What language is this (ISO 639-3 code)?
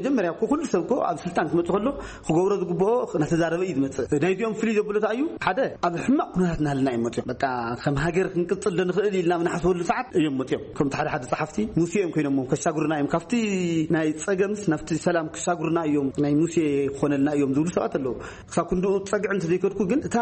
tir